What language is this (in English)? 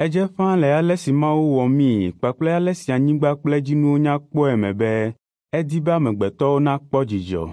Ewe